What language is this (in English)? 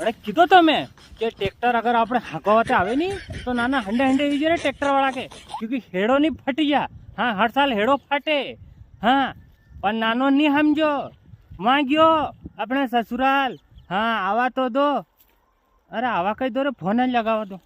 Rajasthani